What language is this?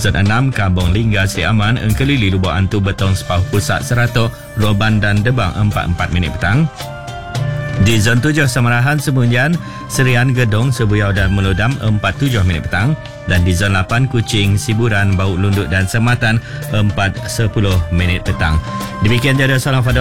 Malay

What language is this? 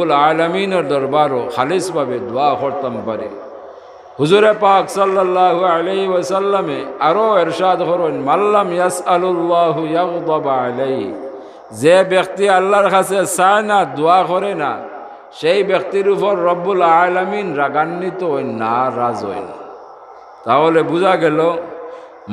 Sylheti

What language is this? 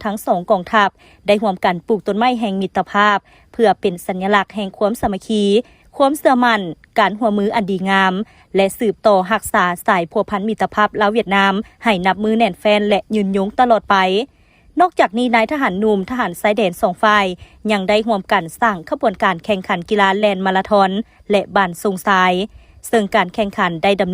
Lao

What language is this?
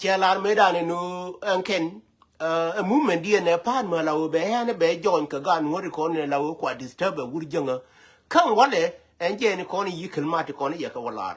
Nuer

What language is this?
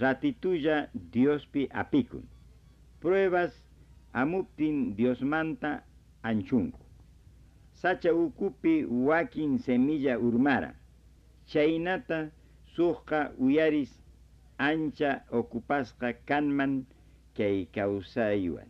Quechua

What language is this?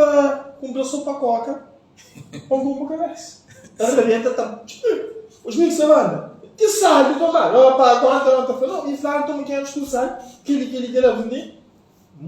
Kabuverdianu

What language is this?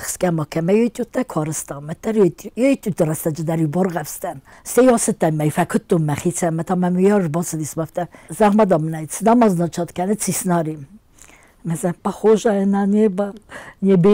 Ossetic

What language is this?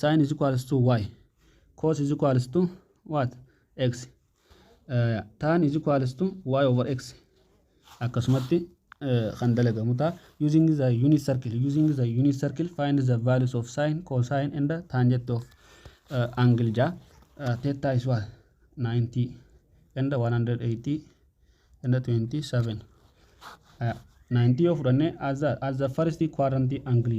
Oromo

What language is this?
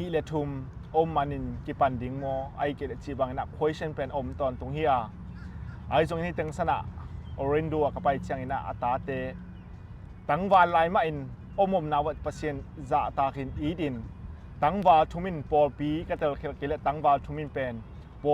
Tedim Chin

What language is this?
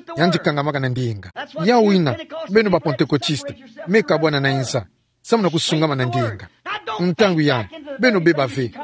Kituba (Democratic Republic of Congo)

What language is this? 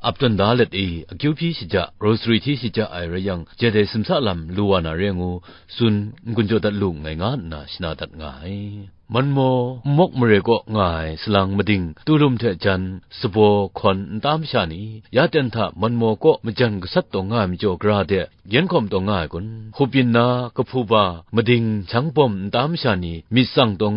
Kachin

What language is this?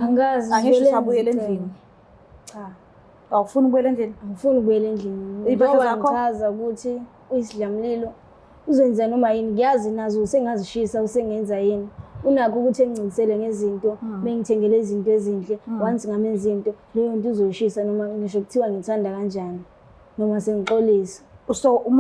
Zulu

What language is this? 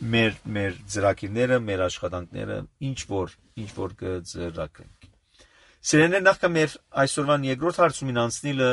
Armenian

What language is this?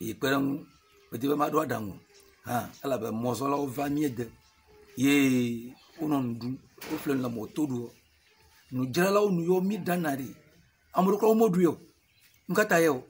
Ewe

